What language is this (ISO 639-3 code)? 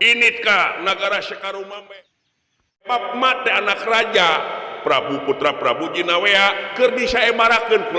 sun